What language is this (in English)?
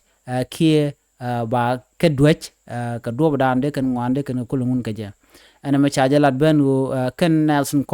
Nuer